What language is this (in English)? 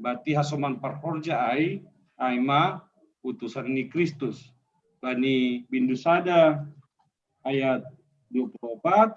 Batak Simalungun